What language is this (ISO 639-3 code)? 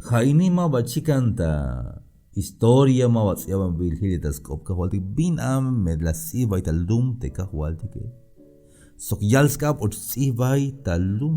tzh